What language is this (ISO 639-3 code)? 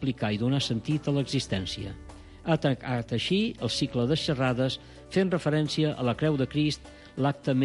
cat